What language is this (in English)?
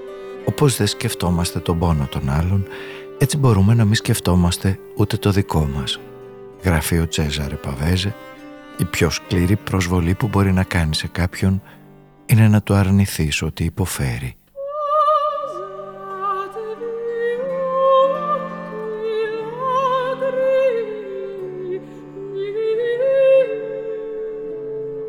Greek